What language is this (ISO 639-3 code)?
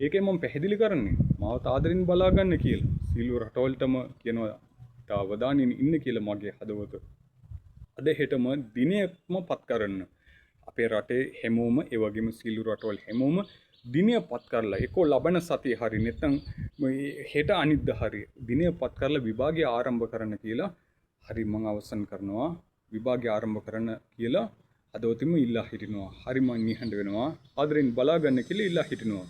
sin